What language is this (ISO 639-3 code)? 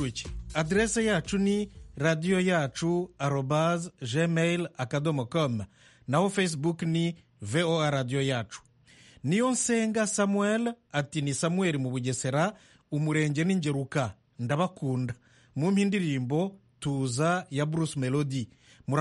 kin